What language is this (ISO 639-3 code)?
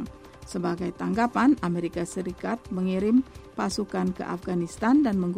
ind